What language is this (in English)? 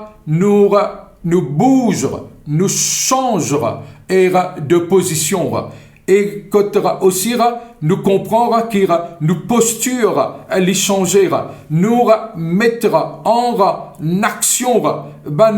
Morisyen